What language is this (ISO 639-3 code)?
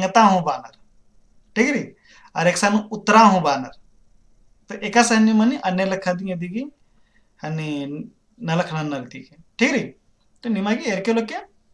kru